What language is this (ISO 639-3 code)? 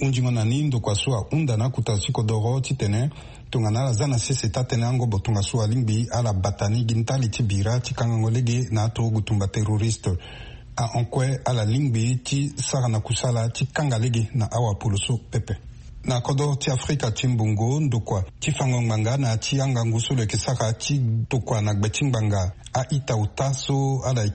sag